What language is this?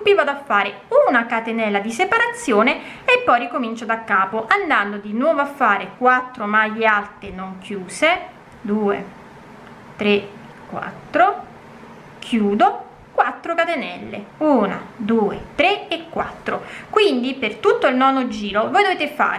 Italian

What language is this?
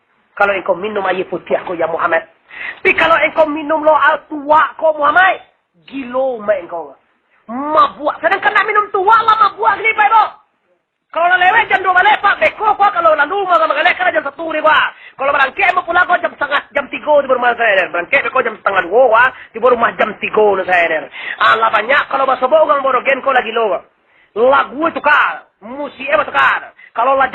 Minangkabau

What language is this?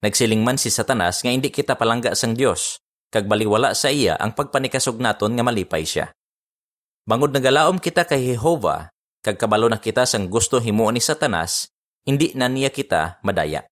Hiligaynon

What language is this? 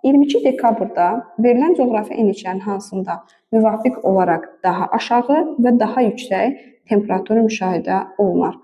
Azerbaijani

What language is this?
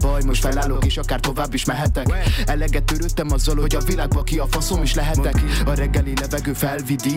Hungarian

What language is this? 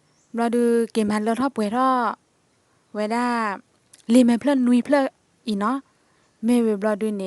S'gaw Karen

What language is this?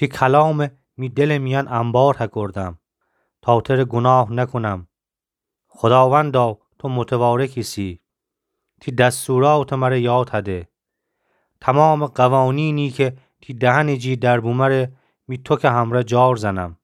Gilaki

